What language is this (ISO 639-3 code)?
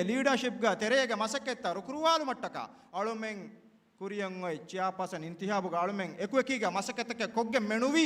div